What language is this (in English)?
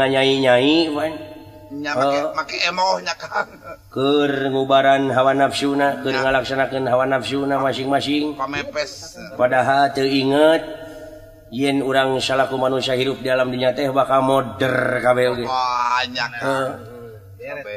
Sundanese